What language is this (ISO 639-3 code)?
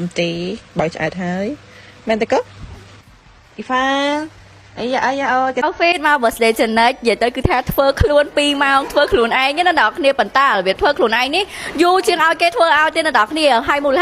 khm